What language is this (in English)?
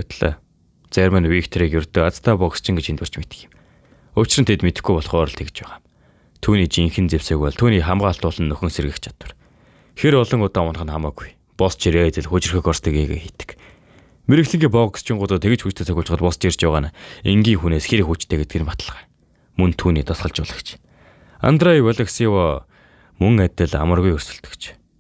Mongolian